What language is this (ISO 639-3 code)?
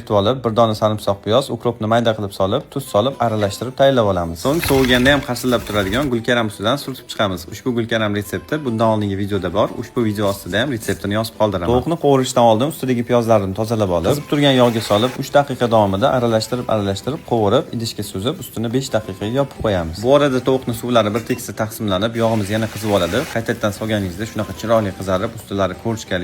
uzb